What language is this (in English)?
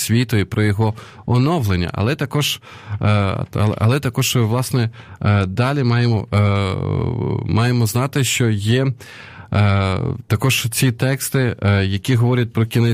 Ukrainian